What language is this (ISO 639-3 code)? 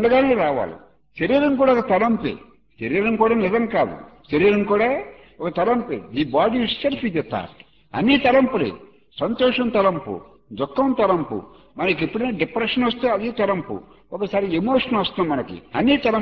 tel